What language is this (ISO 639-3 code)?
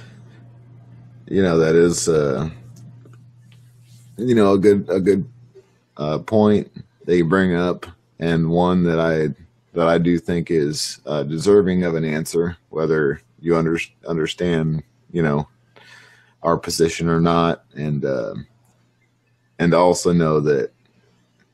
eng